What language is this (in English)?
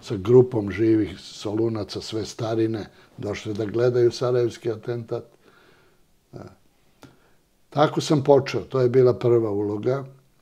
Serbian